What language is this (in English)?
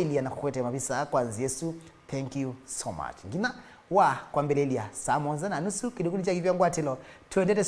Kamba